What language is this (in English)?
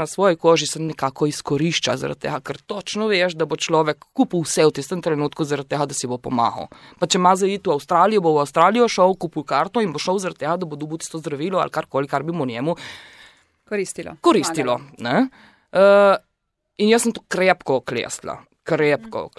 Slovenian